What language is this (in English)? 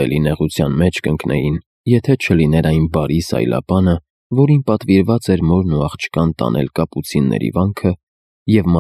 Armenian